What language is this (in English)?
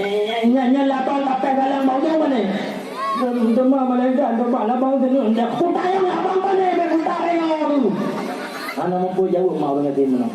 Achinese